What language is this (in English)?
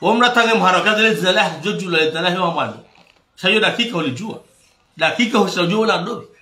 Ngazidja Comorian